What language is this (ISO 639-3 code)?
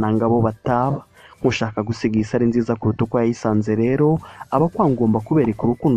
kin